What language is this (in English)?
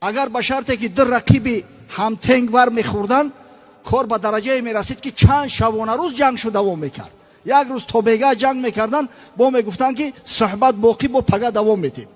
Tajik